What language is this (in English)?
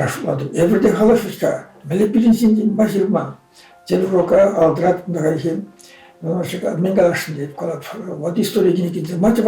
Chuvash